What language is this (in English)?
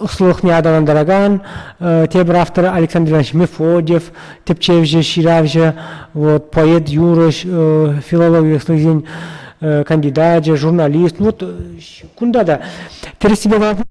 Chuvash